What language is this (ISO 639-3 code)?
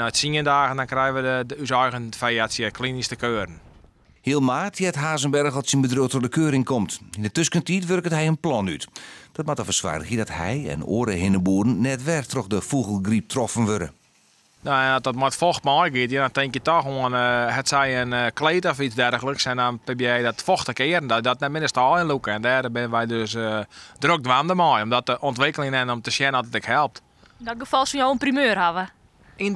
fry